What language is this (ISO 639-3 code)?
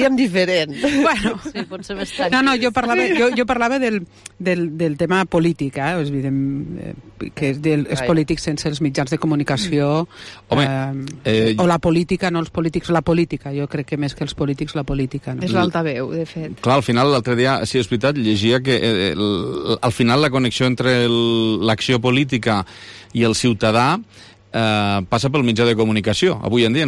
cat